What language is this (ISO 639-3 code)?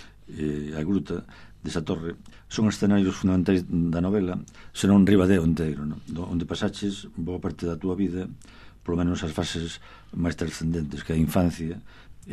glg